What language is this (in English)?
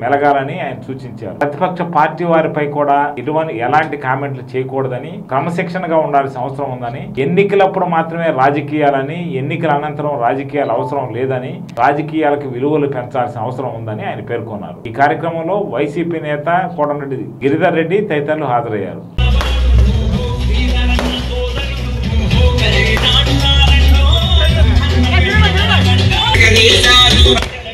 Telugu